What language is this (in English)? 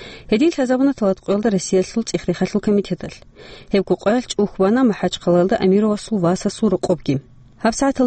Avaric